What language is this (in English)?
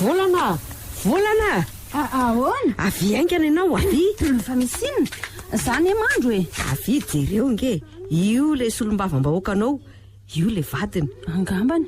Malagasy